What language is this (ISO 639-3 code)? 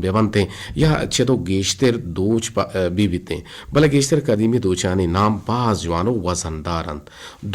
bgp